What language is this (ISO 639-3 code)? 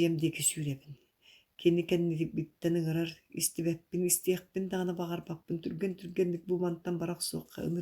sah